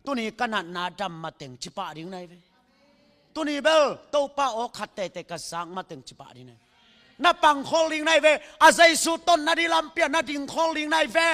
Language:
Tedim Chin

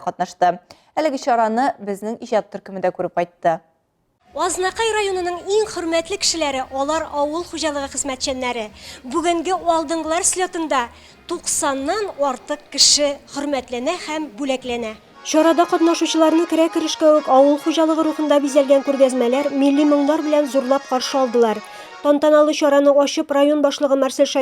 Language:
Tatar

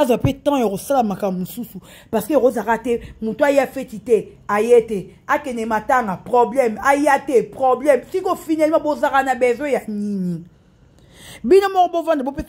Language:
Lingala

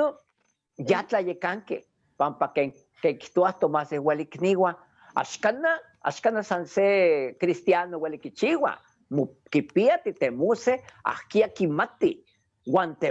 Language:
Eastern Huasteca Nahuatl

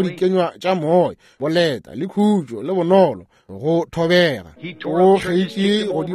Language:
Northern Sotho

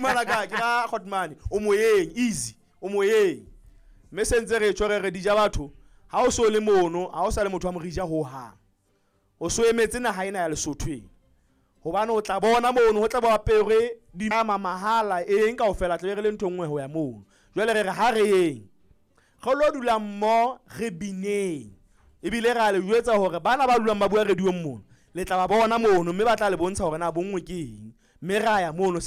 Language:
Southern Sotho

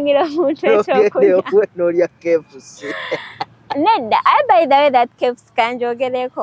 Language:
Ganda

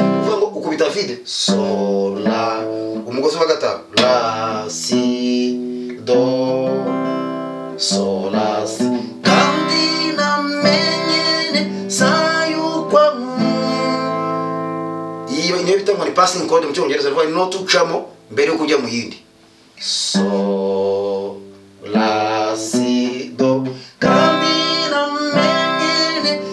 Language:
Kinyarwanda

